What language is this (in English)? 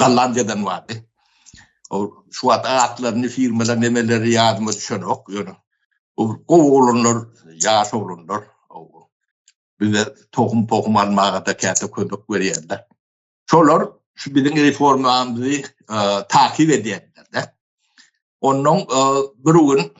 Turkmen